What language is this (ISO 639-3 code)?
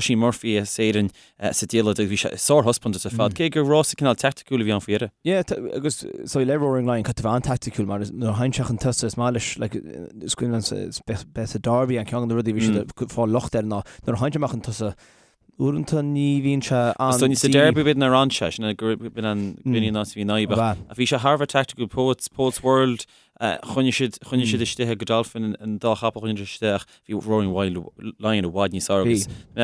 gle